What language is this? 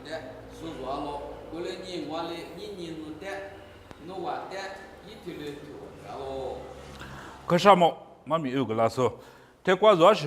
Lisu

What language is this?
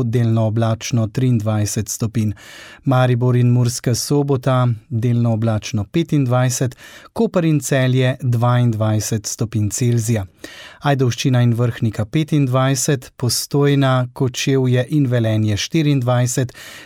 Slovenian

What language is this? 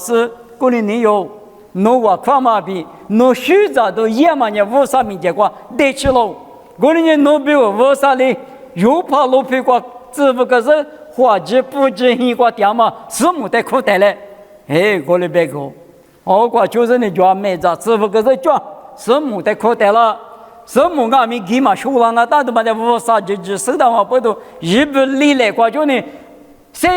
Lisu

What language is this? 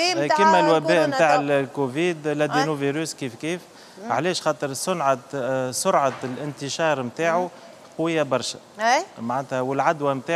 Tunisian Arabic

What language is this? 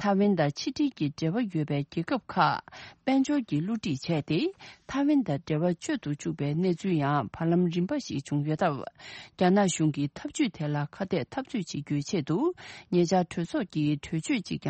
Tibetan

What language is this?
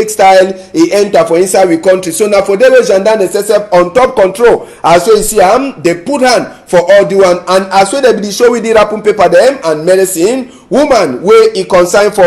Cameroon Pidgin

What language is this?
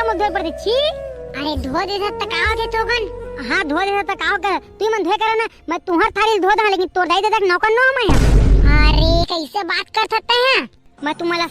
Chhattisgarhi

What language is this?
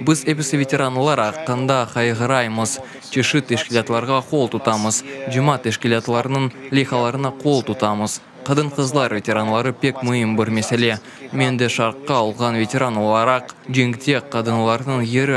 Crimean Tatar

